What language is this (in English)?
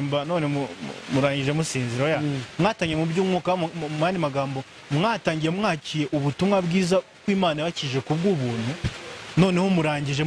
Kinyarwanda